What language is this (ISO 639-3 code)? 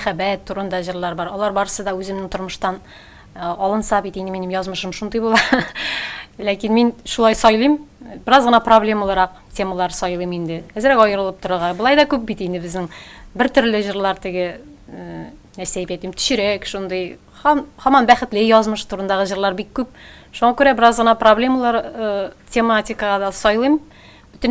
tat